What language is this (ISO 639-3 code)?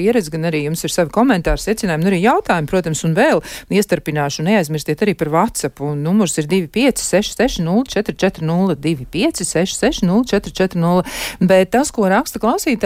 lav